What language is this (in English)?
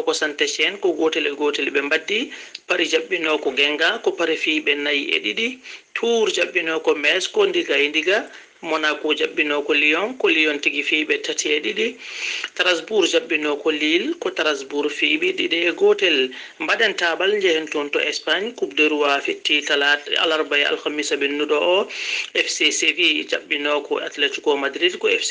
Fula